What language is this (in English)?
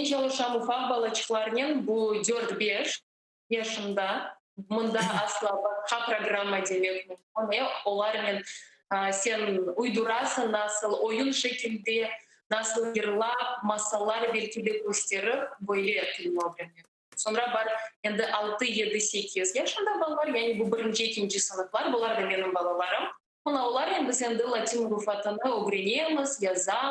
Crimean Tatar